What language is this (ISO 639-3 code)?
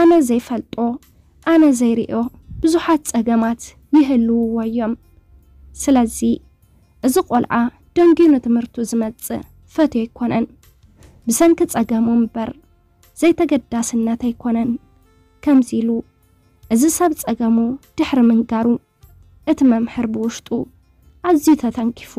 tir